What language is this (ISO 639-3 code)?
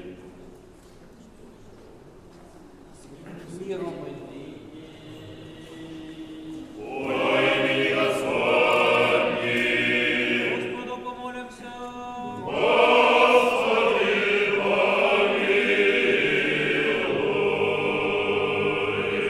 rus